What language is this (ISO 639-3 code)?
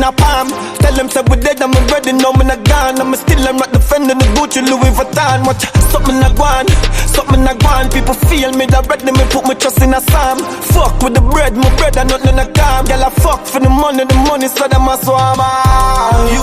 jam